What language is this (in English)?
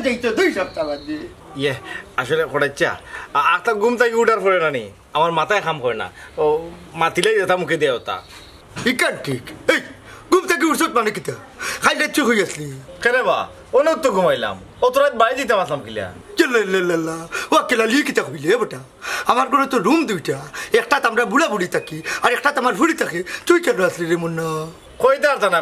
Sylheti